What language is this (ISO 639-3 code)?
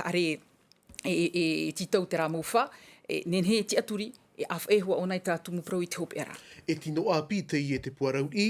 tah